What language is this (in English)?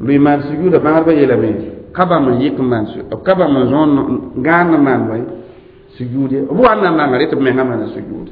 Mossi